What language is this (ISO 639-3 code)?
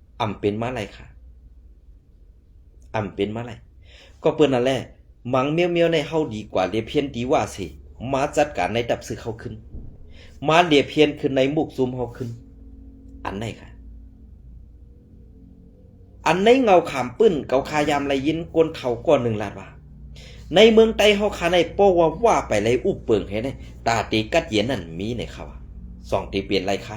shn